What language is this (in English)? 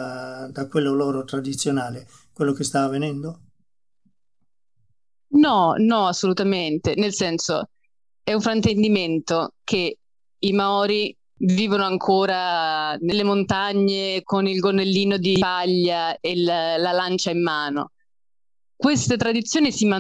Italian